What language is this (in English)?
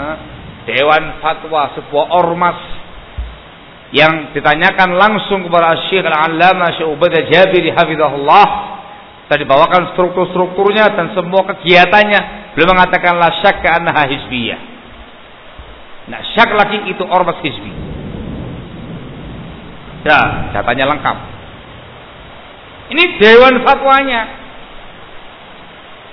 Indonesian